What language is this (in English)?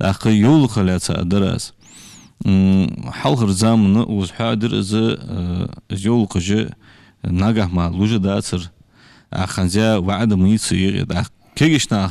Ingush